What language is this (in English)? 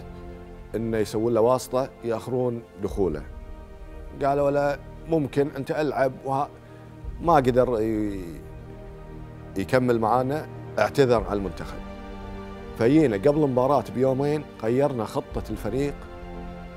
Gulf Arabic